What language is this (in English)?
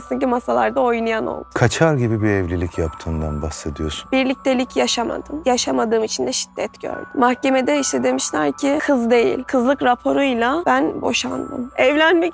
Turkish